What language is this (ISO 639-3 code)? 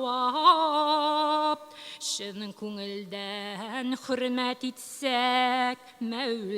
tat